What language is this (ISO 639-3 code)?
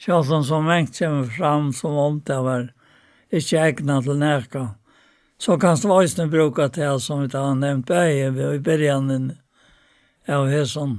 fao